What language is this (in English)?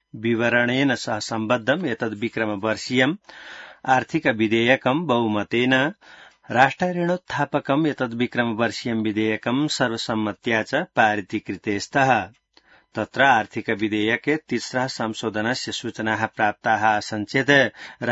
Sanskrit